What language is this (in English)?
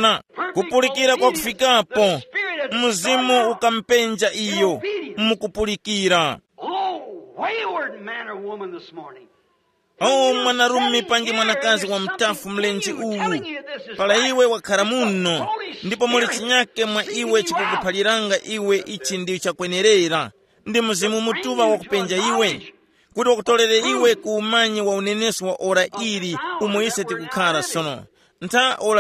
Tumbuka